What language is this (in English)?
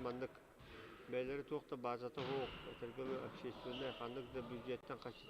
Yakut